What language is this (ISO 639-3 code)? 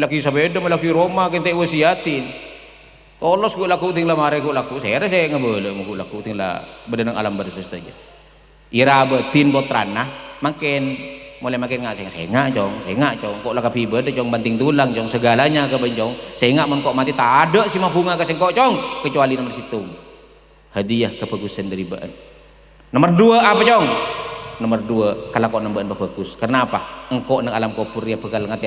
mad